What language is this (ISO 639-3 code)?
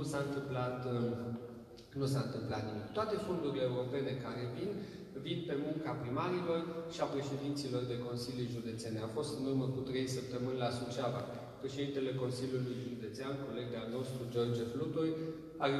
ron